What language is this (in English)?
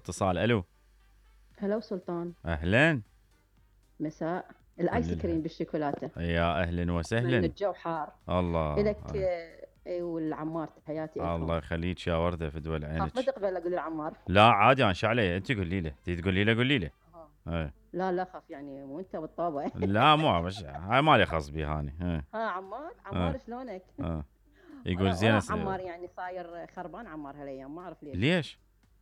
Mesopotamian Arabic